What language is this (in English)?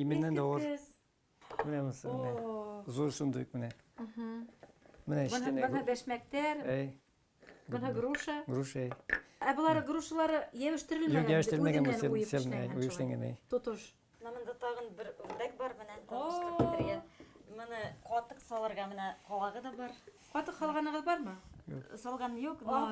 Bashkir